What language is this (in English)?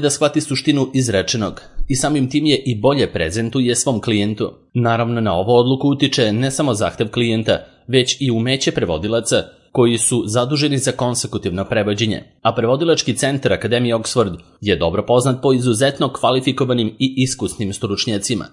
Serbian